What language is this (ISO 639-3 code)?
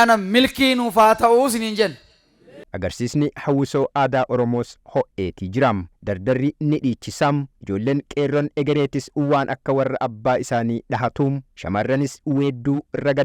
orm